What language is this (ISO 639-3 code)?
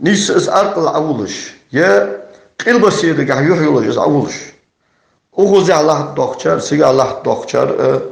inh